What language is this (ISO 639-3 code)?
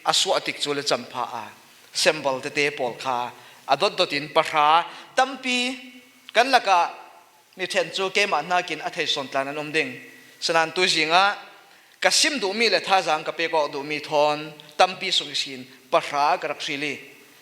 cfm